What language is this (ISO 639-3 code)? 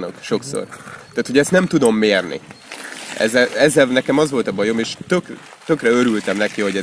hun